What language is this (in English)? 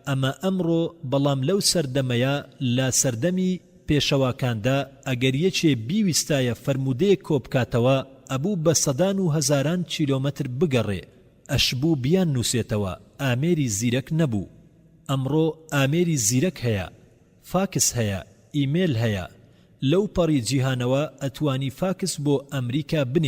Central Kurdish